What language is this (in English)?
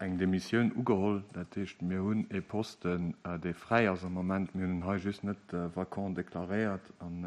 Luxembourgish